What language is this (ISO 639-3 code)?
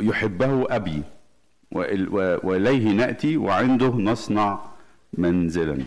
arz